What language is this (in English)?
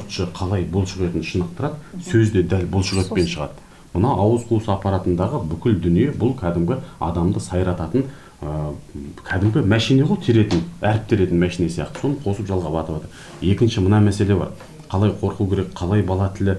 Kazakh